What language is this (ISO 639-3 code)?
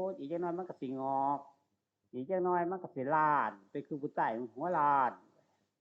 tts